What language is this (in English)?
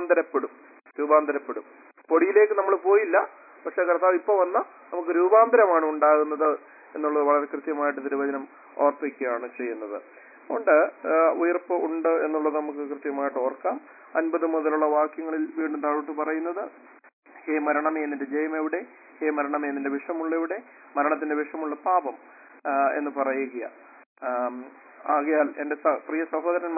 Malayalam